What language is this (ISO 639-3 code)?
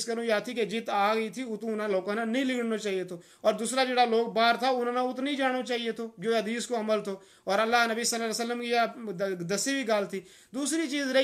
gju